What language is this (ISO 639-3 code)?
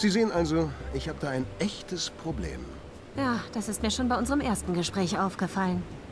deu